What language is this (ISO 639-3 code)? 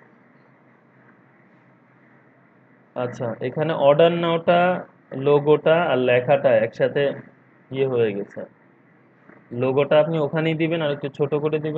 ben